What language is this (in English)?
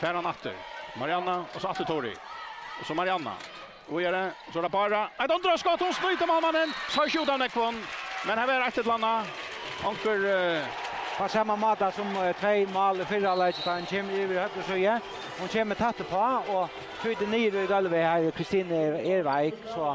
Faroese